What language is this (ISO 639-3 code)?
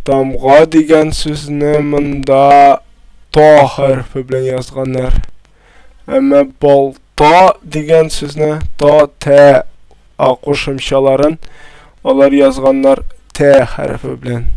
tat